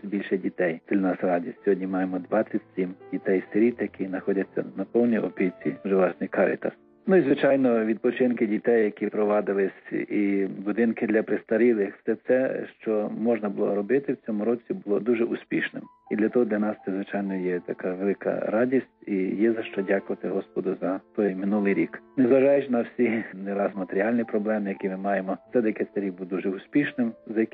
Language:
Ukrainian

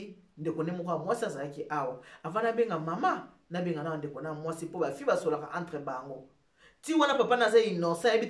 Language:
Lingala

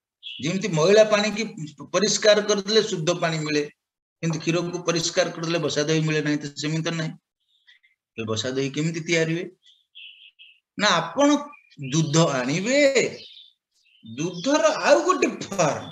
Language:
Odia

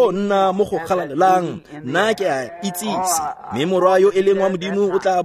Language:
Tswana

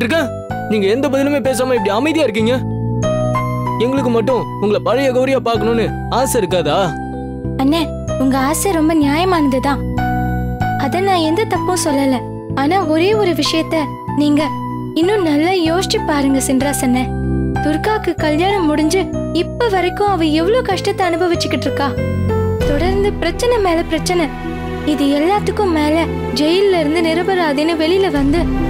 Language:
Tamil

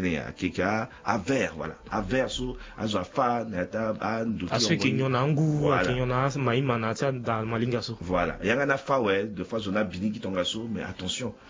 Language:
Sango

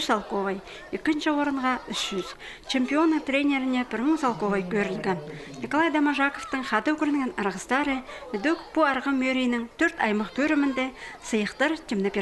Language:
Khakas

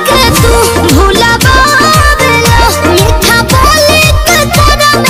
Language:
Bhojpuri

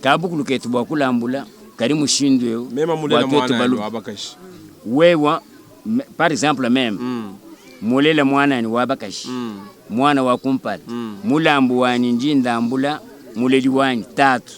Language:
Luba-Lulua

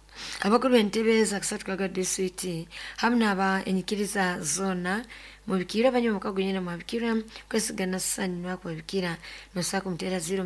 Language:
Nyoro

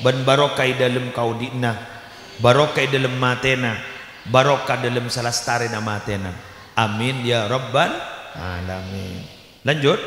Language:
Madurese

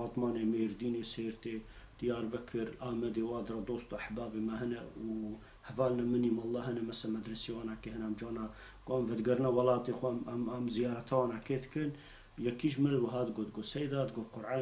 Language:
Kurdish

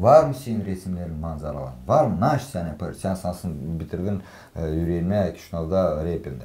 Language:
Gagauz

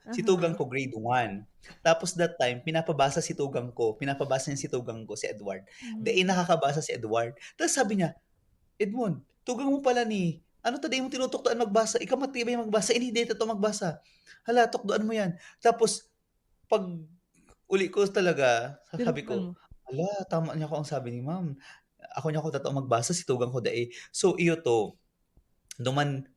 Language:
Bikol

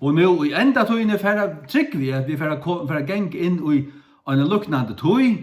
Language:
Faroese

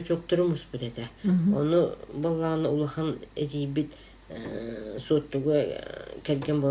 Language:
Yakut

